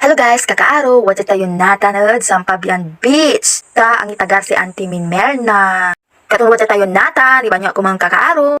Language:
Pangasinan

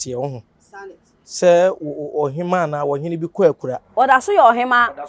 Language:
Akan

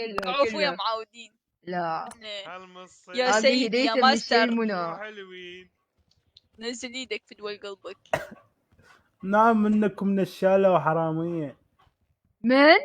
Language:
Mesopotamian Arabic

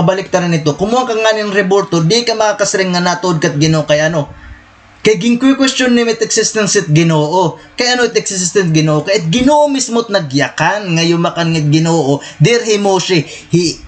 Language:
Waray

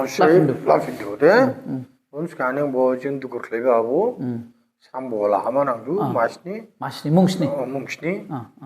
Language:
Dimasa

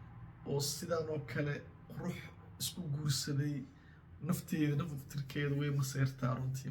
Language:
Somali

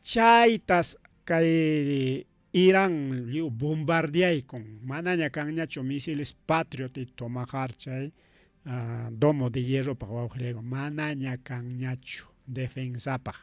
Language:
Ayacucho Quechua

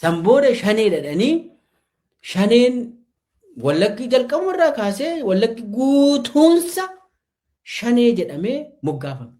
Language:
Oromo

